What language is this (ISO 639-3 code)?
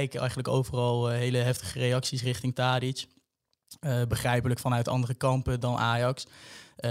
nld